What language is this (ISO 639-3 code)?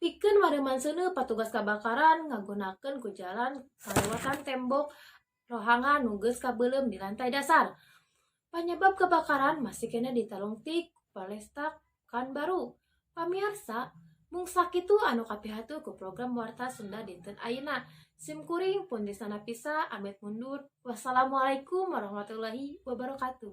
sun